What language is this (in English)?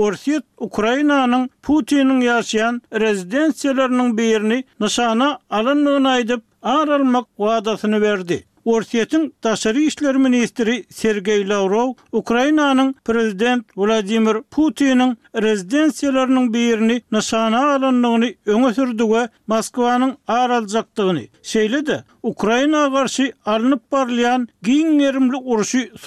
Turkmen